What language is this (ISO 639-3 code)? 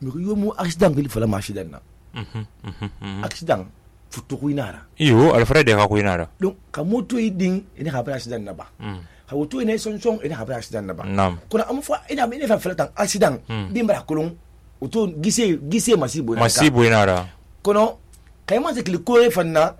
sus